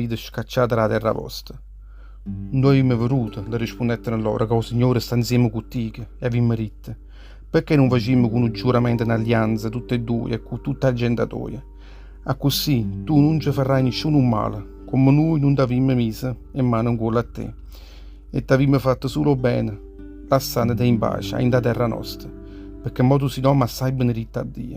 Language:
Neapolitan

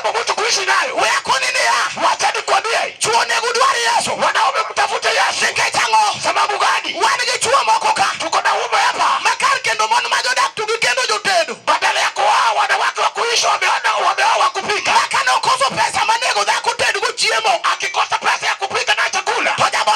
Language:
Luo (Kenya and Tanzania)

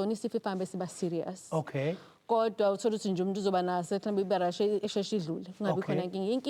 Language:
Zulu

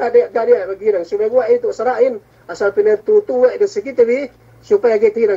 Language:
Yakan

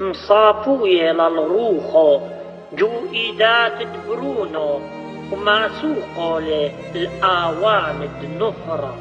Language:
Assyrian Neo-Aramaic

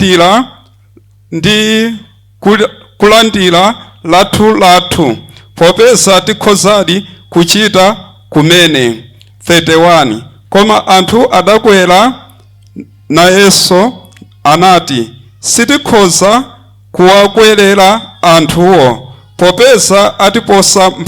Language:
Nyanja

